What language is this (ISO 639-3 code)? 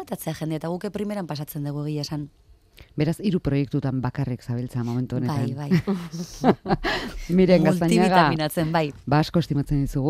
eus